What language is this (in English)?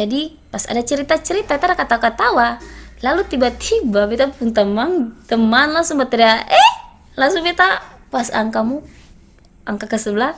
Ambonese Malay